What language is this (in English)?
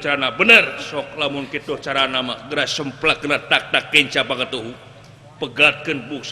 Sundanese